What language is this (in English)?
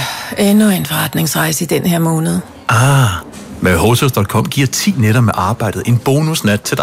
Danish